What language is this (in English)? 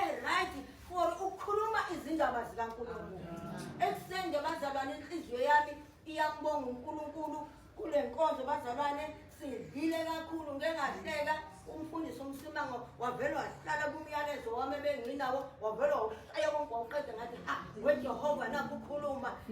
Zulu